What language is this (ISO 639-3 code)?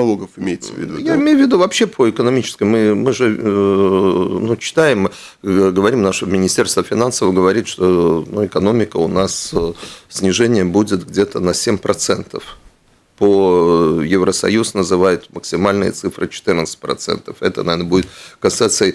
rus